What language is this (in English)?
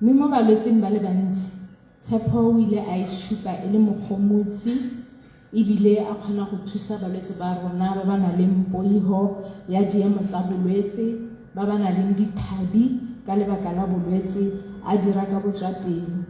Tswana